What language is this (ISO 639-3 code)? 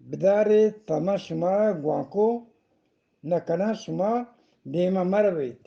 bgp